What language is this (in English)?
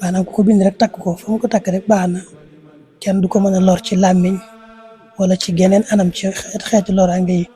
Wolof